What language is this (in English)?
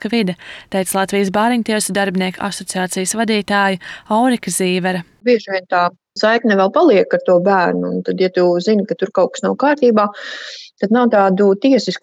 Latvian